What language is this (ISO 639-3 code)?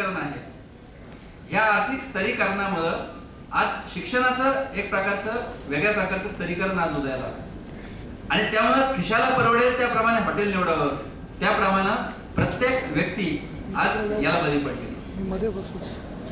mar